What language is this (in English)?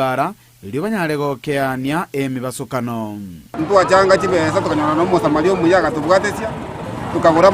Gusii